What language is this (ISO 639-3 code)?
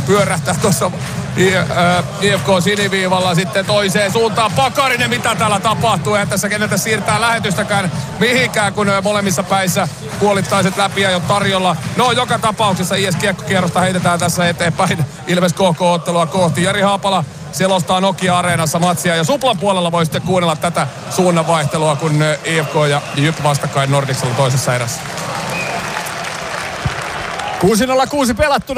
fin